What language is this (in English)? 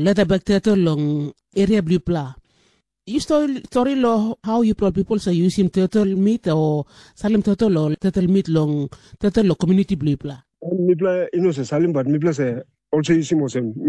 Tok Pisin